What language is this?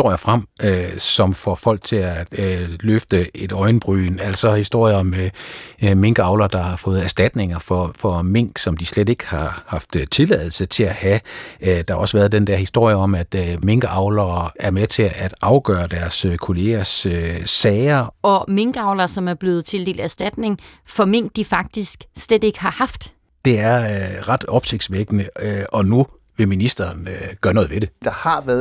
Danish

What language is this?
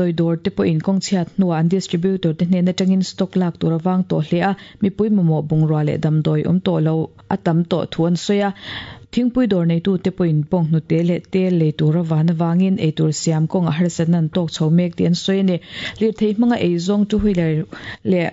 Mizo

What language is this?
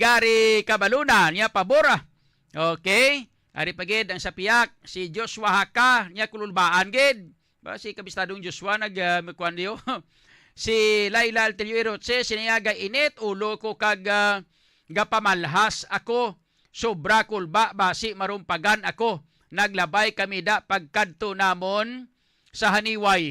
Hiligaynon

